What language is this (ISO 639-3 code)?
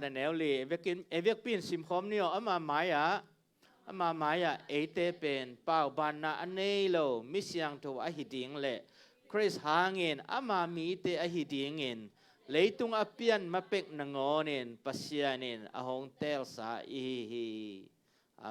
ctd